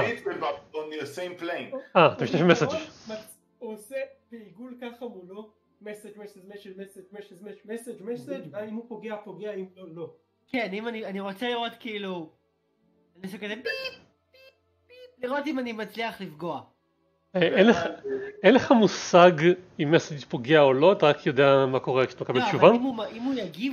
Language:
Hebrew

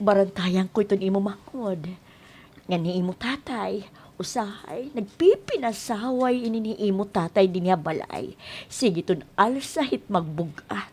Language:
Waray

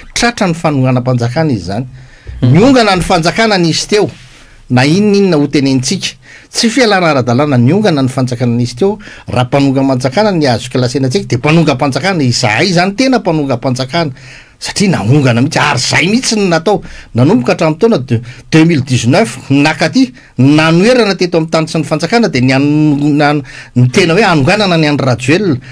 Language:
Malagasy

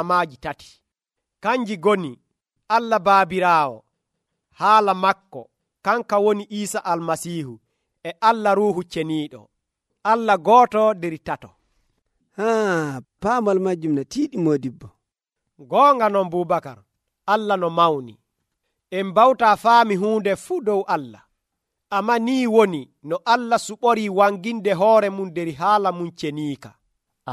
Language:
Nigerian Fulfulde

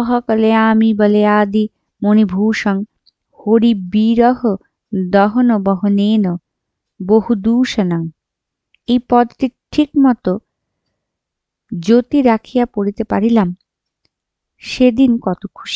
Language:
Bangla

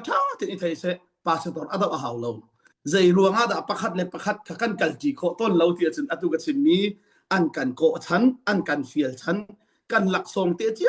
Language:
Hakha Chin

